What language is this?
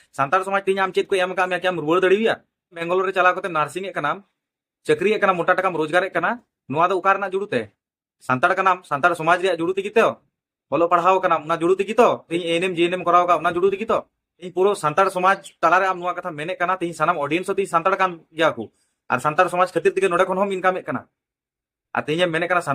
Santali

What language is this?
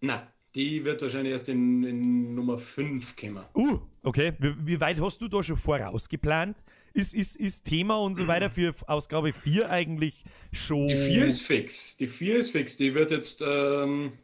Bavarian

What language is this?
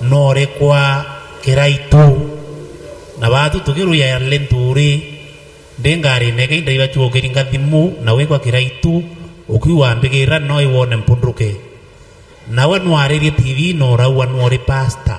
Meru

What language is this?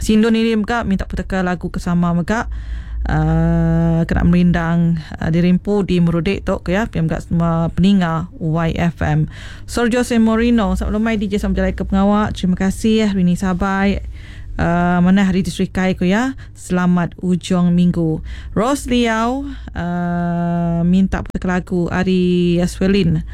Iban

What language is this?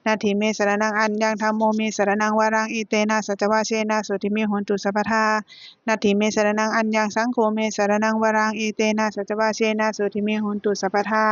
Pali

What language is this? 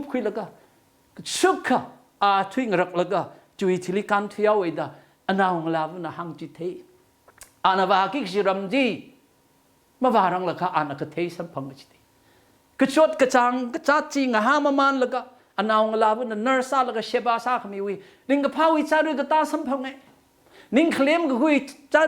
Tangkhul Naga (India)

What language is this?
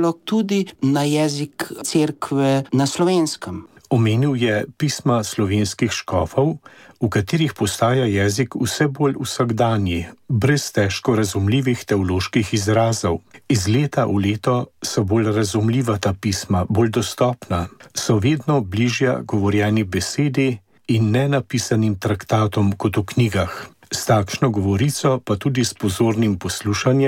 Slovenian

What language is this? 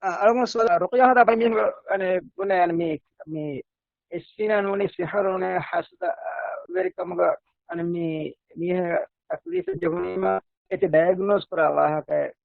Divehi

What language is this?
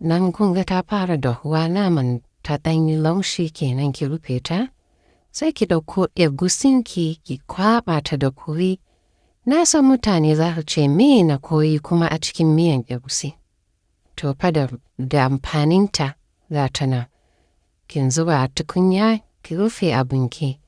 Hausa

